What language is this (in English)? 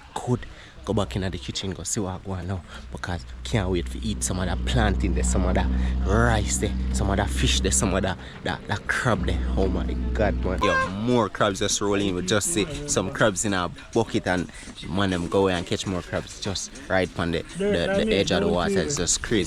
Jamaican Creole English